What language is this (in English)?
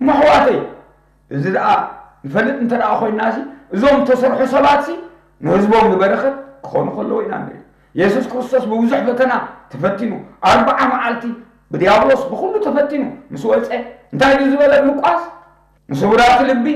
Tigrinya